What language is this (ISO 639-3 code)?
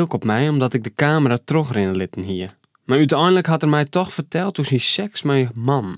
fry